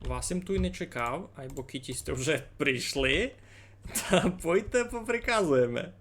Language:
Rusyn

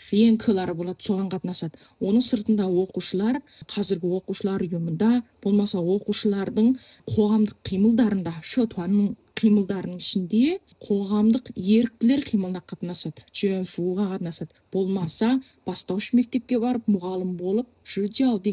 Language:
Kazakh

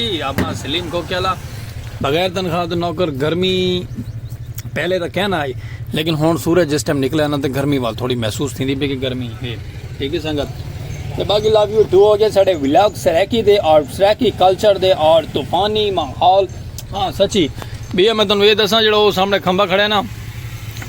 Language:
Saraiki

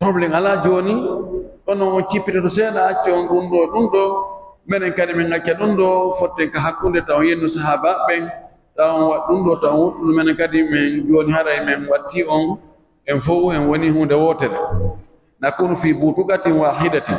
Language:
Pular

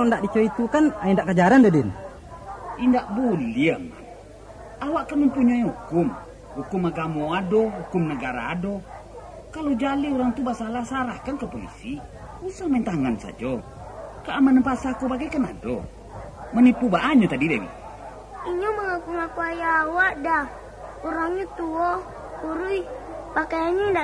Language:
Minangkabau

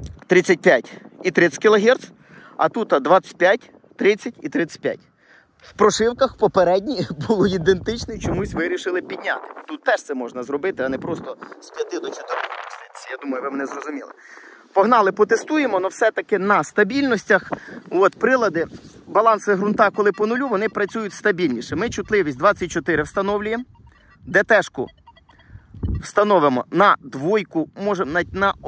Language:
Ukrainian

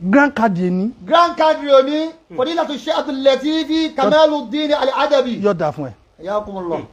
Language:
Yoruba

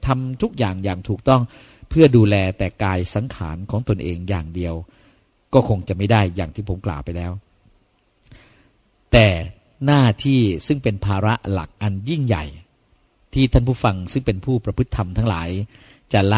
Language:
Thai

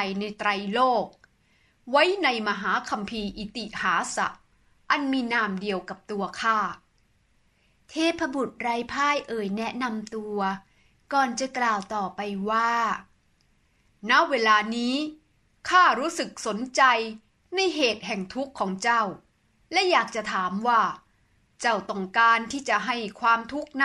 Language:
Thai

